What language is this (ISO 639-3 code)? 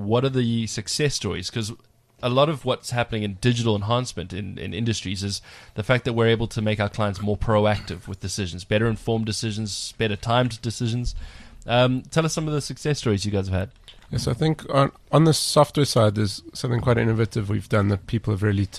eng